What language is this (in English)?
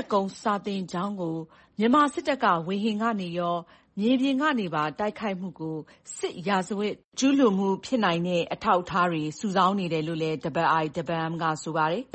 Burmese